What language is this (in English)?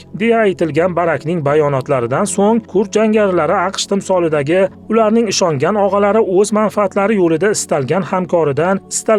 Uzbek